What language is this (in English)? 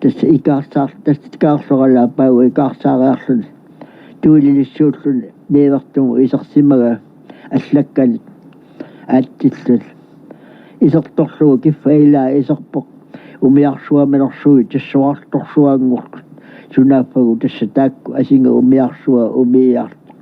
Kalaallisut